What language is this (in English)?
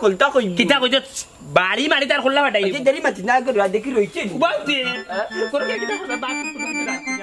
Sylheti